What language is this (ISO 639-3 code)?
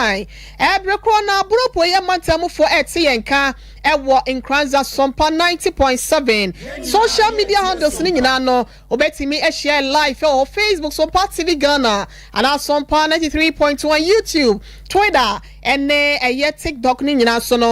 aka